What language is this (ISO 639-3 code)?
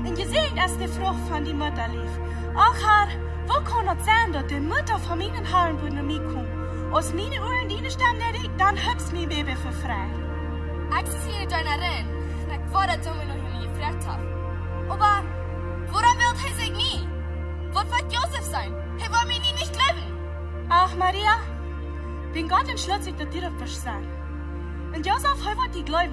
pdt